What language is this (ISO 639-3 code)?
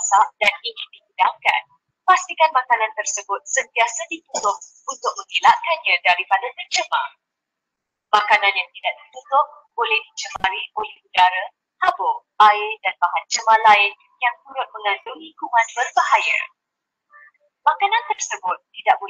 msa